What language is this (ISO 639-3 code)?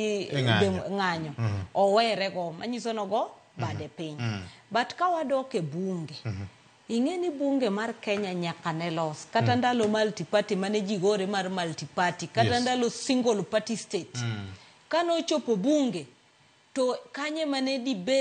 luo